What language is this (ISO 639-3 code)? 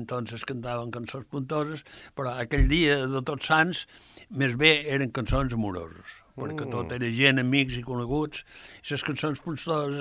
cat